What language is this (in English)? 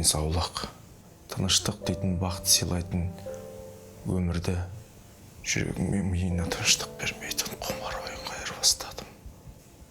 Kazakh